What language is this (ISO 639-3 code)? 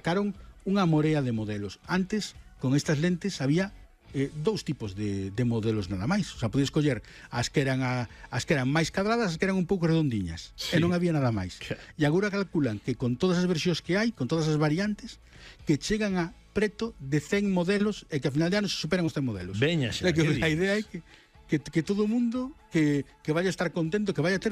glg